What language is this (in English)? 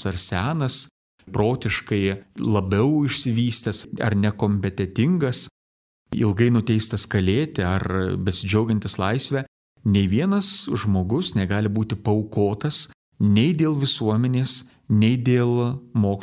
Lithuanian